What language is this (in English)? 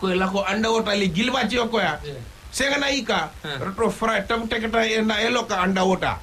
Fijian